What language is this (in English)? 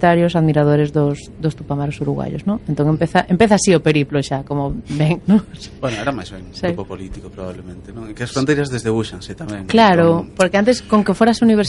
Galician